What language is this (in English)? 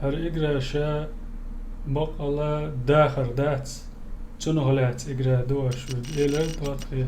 Chechen